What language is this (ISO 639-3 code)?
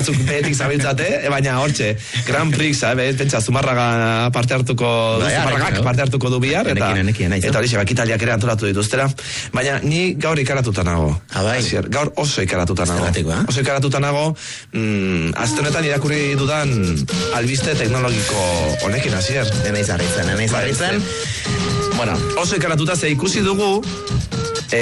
eus